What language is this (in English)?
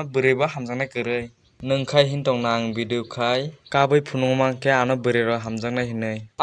Kok Borok